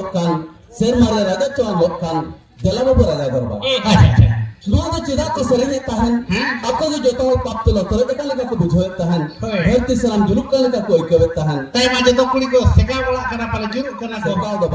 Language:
Santali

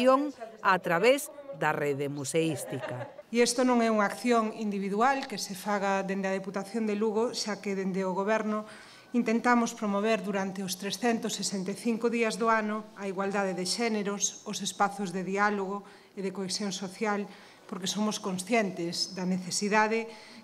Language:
Galician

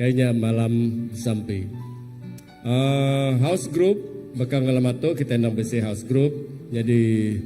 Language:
Iban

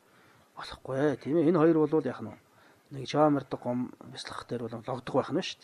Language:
Mongolian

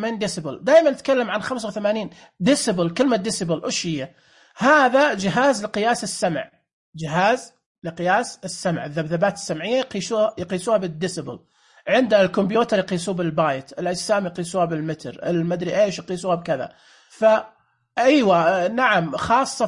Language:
Najdi Arabic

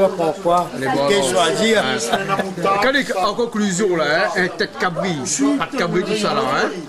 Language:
Réunion Creole French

